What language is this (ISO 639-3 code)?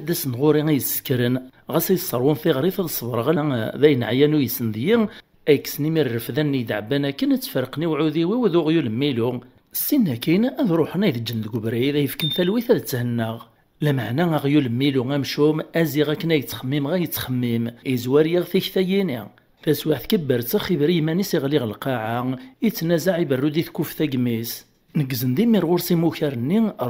kab